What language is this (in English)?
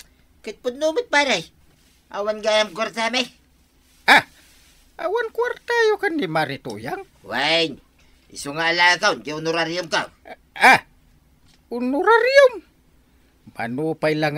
Iloko